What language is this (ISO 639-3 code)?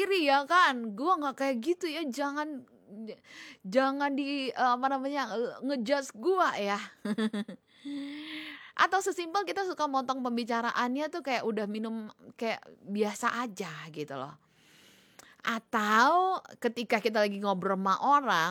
ind